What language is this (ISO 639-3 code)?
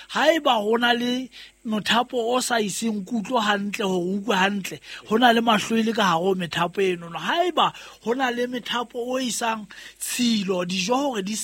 sot